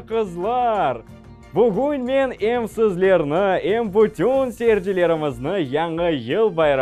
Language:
Crimean Tatar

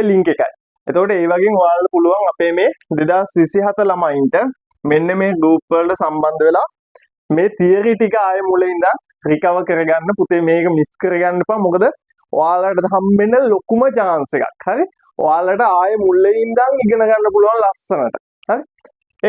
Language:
Sinhala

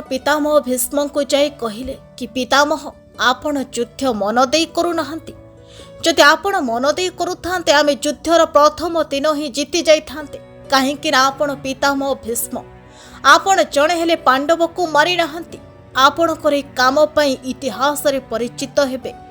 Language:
Odia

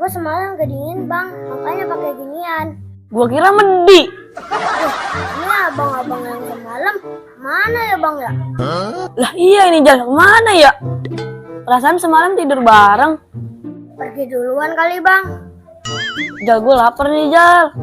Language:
Betawi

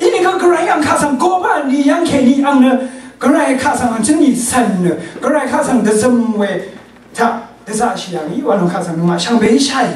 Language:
Rawang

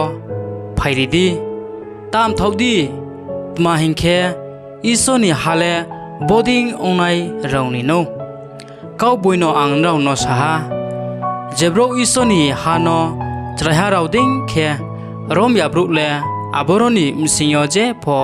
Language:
Riang (India)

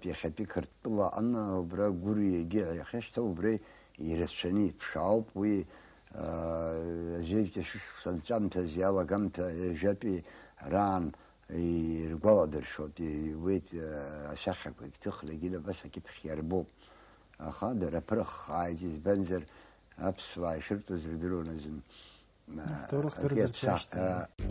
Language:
Abkhazian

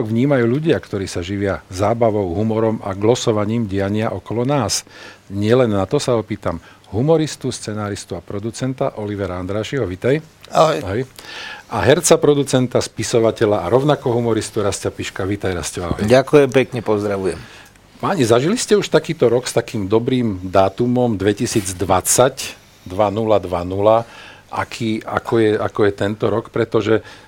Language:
Slovak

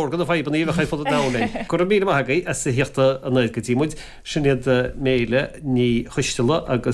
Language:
Irish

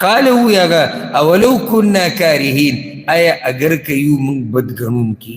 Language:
Pashto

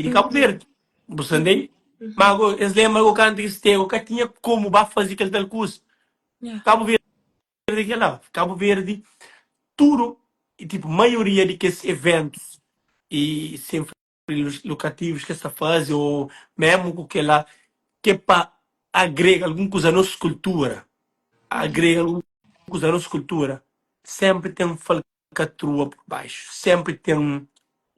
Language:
Kabuverdianu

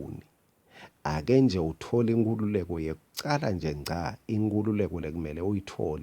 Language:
Swati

